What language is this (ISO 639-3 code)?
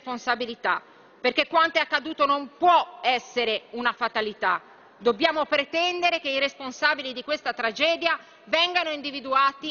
ita